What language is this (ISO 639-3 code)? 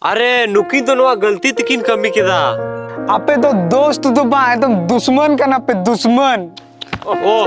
sat